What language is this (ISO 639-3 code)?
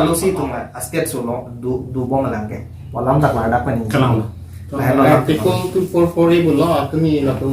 mjw